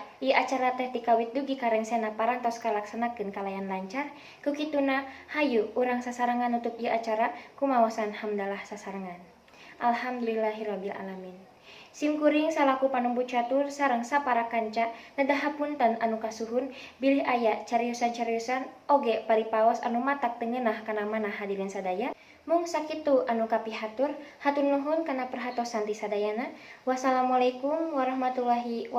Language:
Sundanese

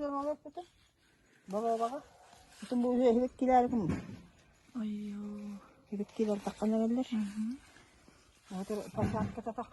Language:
Yakut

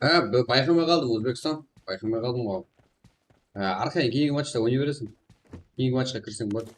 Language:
Kara-Kalpak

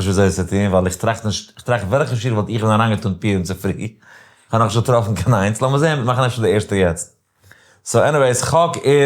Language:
Yiddish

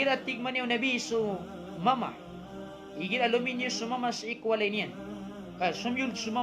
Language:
Maranao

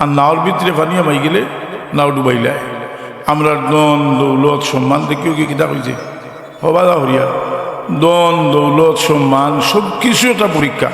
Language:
Sylheti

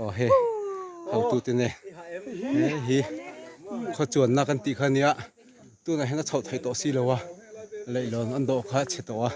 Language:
Mizo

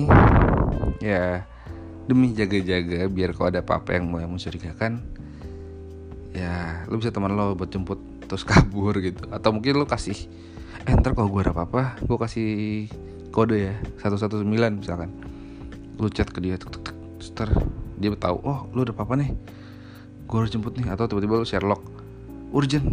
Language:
Indonesian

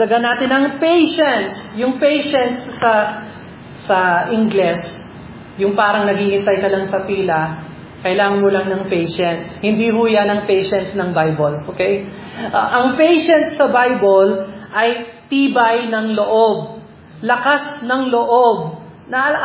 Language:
Filipino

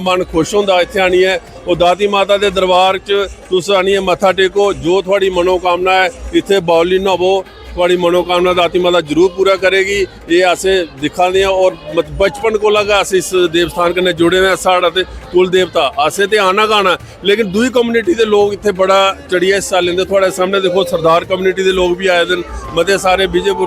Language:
Dogri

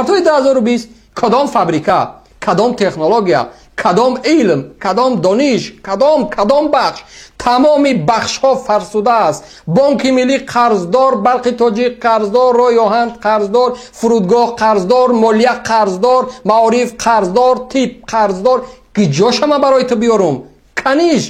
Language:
Tajik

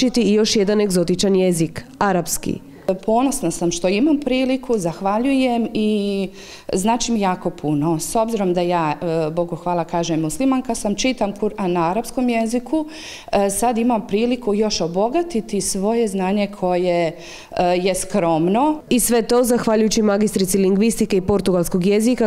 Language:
Croatian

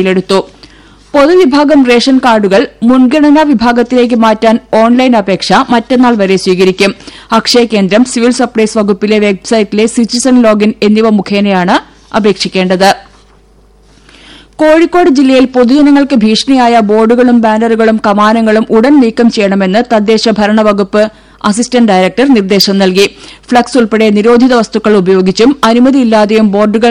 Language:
Malayalam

